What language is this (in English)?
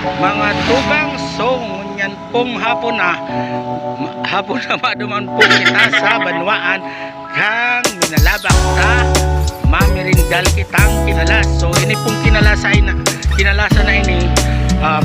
Bikol